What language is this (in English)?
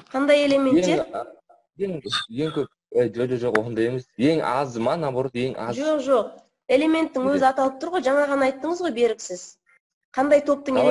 Kazakh